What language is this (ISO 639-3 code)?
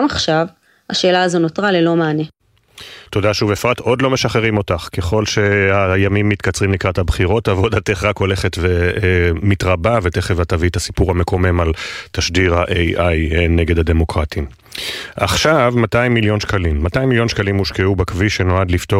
heb